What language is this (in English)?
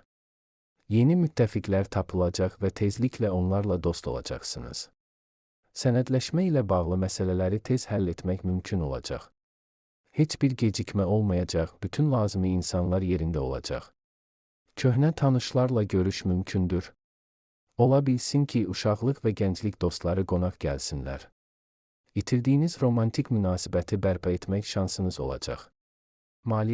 Azerbaijani